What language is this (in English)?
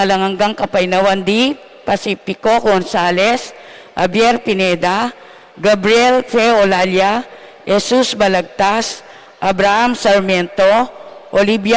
Pampanga